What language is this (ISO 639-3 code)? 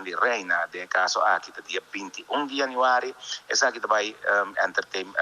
pap